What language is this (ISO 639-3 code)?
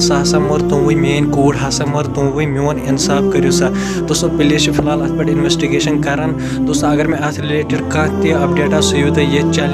kas